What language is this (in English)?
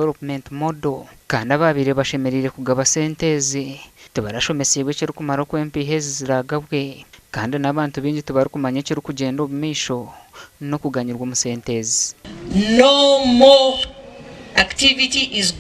Nyankole